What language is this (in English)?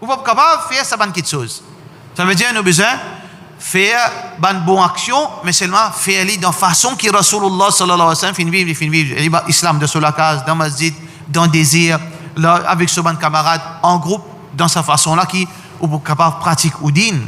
Morisyen